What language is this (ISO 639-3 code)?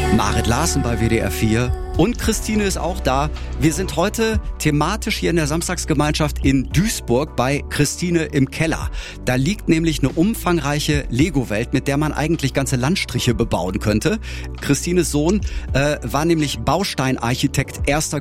deu